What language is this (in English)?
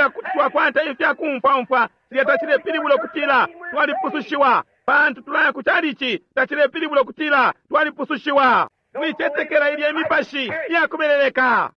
Bemba